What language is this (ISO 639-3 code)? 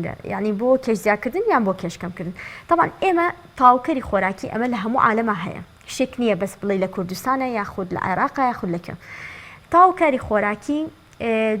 ckb